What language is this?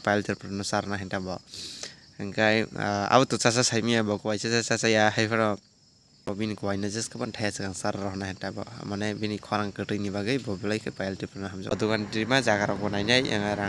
Kok Borok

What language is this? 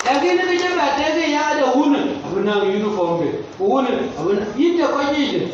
Dinka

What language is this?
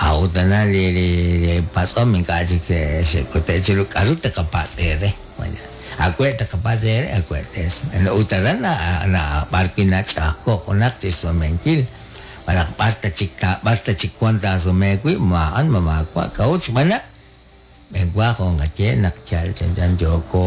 Kekchí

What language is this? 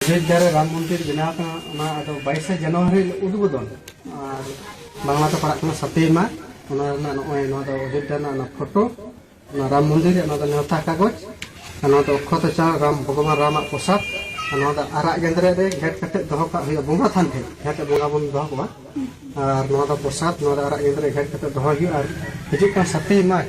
Santali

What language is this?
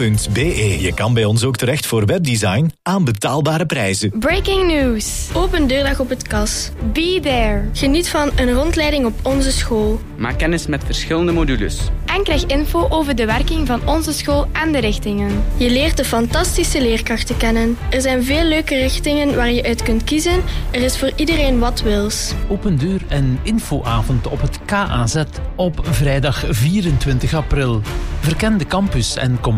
Dutch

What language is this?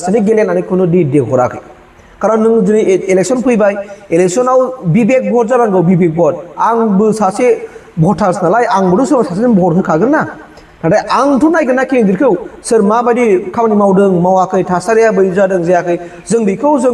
Bodo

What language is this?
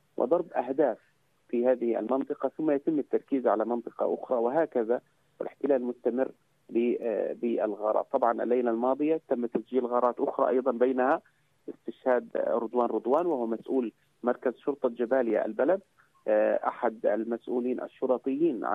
Arabic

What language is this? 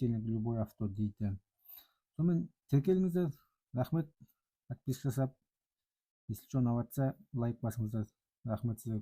Kazakh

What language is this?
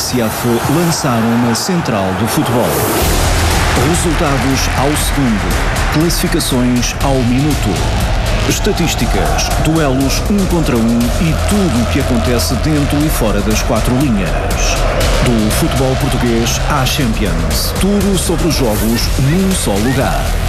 Portuguese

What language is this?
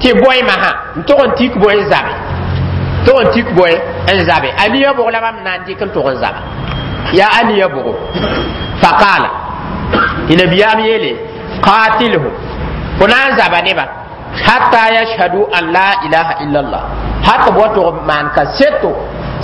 Mossi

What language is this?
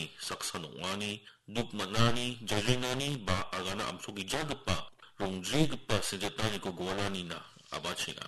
Garo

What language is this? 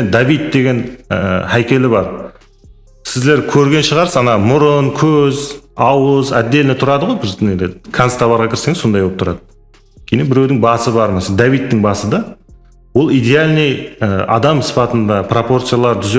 Kara-Kalpak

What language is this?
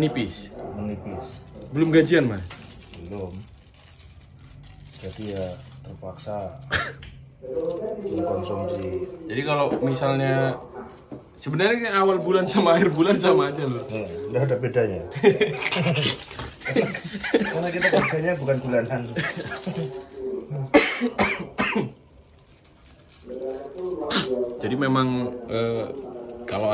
Indonesian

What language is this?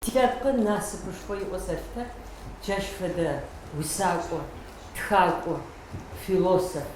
Adyghe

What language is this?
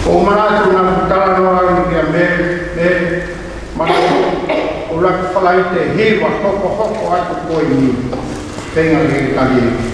Tongan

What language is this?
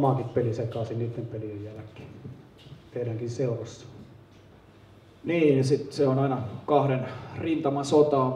Finnish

